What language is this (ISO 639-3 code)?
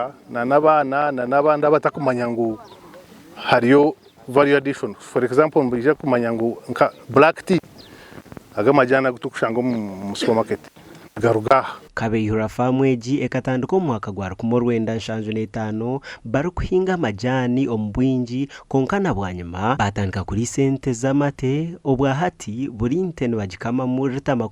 nyn